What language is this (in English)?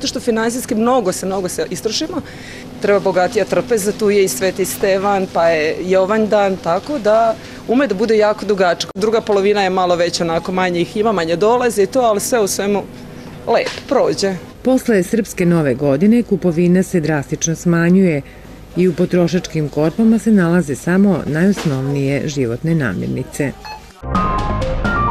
Serbian